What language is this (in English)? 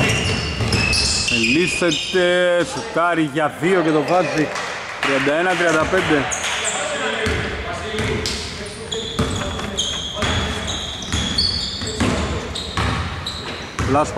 Greek